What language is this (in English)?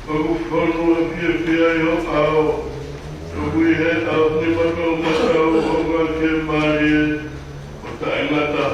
Tongan